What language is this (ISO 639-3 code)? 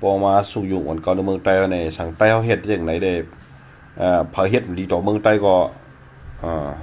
shn